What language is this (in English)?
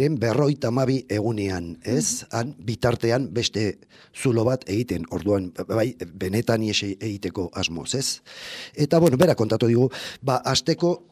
Basque